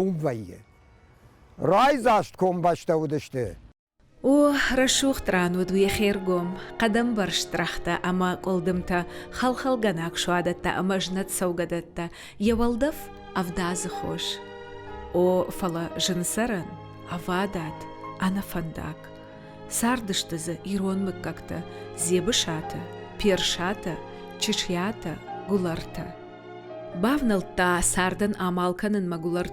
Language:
Ossetic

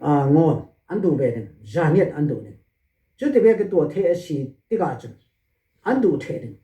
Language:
Hakha Chin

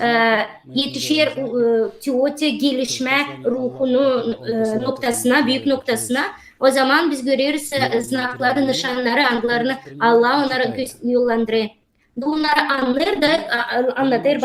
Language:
Gagauz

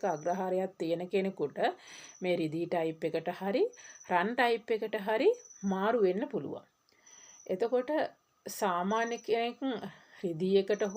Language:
Sinhala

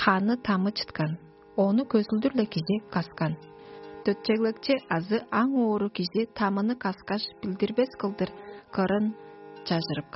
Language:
Tuvinian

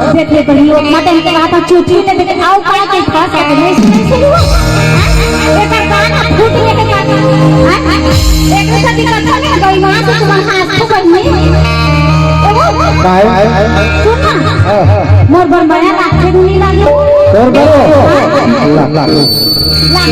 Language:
Chhattisgarhi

